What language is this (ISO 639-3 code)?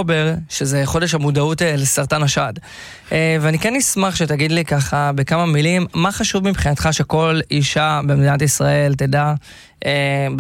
heb